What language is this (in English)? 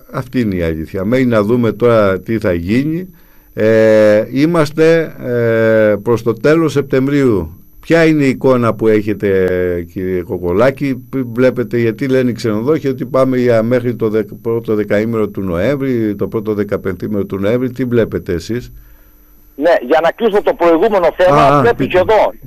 Greek